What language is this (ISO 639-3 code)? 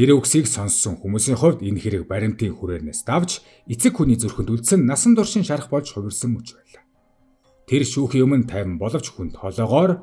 mon